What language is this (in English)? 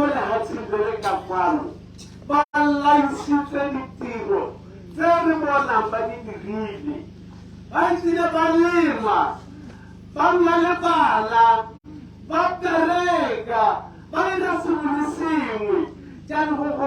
Tswana